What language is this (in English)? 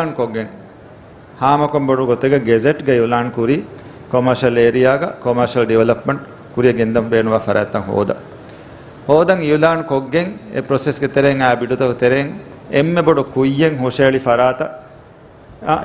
Divehi